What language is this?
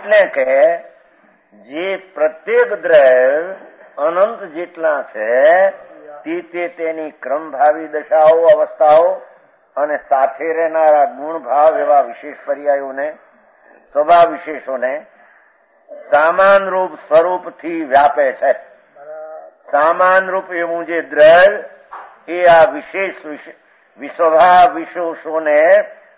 Gujarati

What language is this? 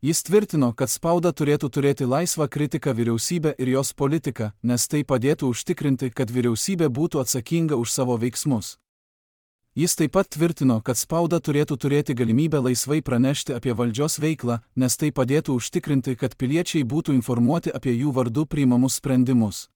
Lithuanian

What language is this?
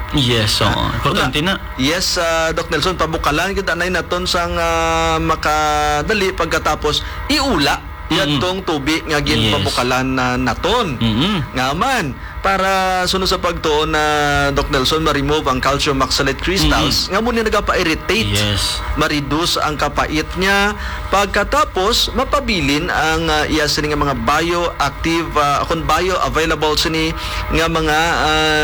Hiligaynon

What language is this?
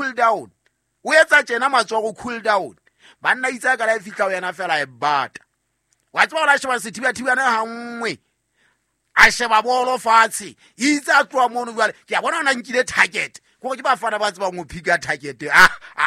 Southern Sotho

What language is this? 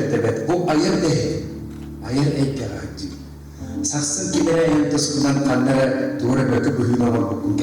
Yakut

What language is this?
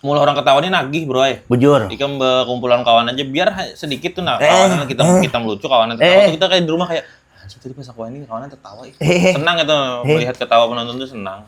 Banjar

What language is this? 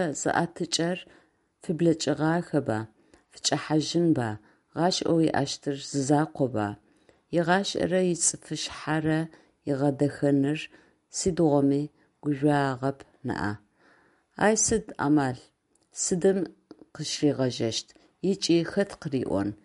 Adyghe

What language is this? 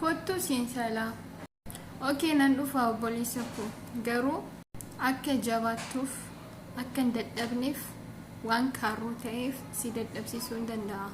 Oromo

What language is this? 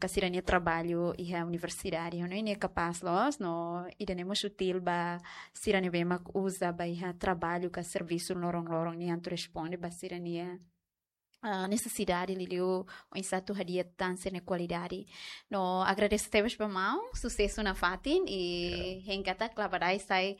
Tetum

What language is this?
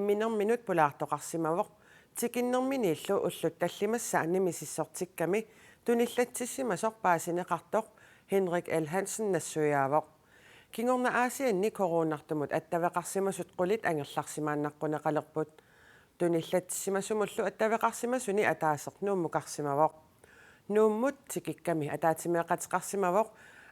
Kalaallisut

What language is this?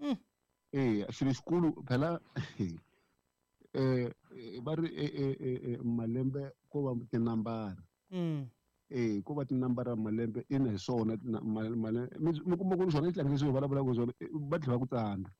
Tsonga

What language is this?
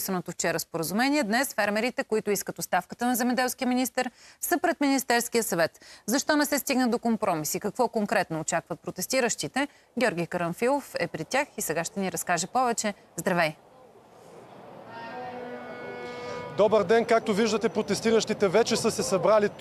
Bulgarian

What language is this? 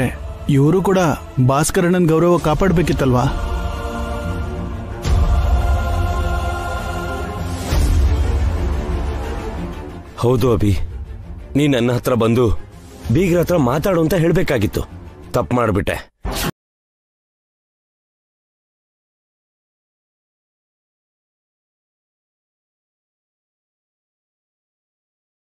Kannada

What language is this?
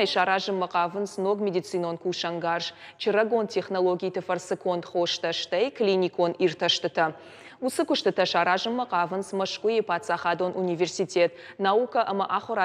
Ossetic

